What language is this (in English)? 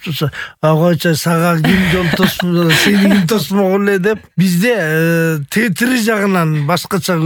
Kyrgyz